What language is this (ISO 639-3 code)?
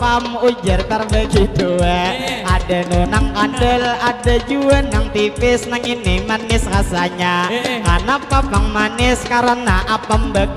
bjn